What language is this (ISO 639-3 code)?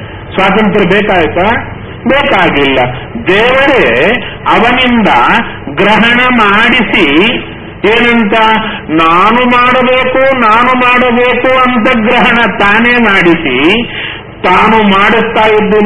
kan